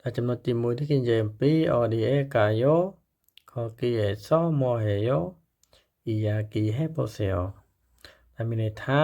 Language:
Khmer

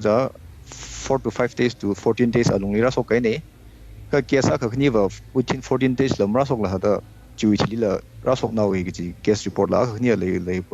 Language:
Tangkhul Naga (India)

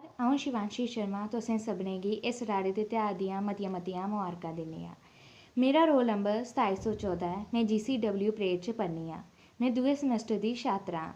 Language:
Dogri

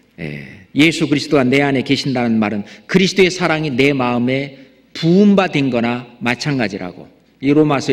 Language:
Korean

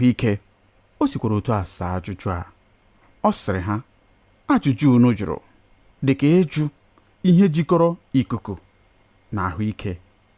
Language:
Igbo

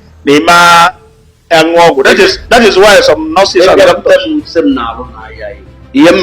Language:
Igbo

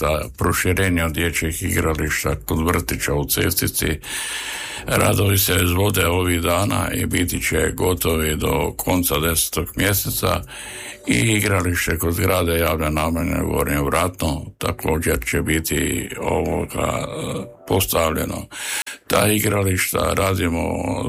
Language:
Croatian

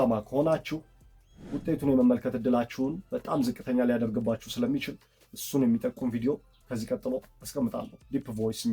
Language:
Amharic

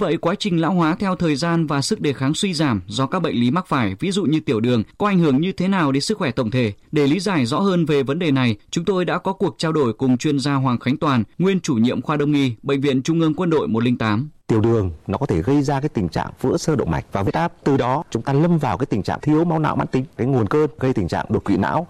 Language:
Vietnamese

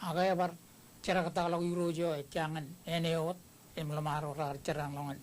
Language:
Marshallese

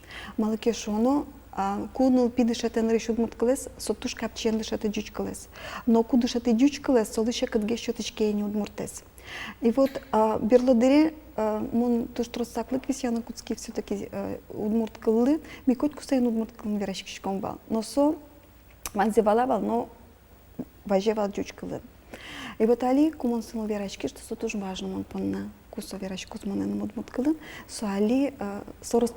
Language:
Udmurt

